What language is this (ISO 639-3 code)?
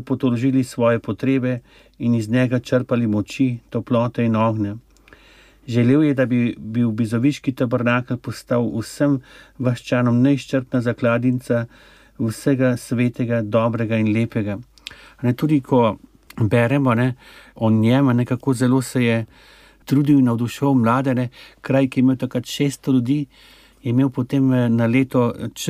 slv